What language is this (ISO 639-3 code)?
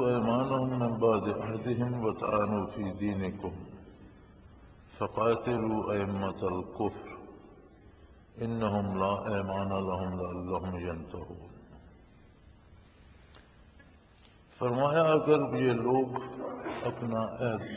urd